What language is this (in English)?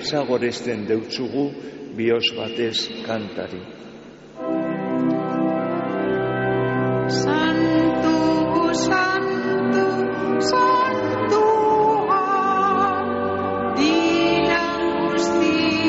Basque